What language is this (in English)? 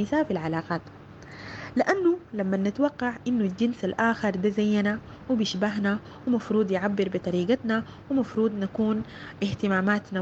Sudanese Arabic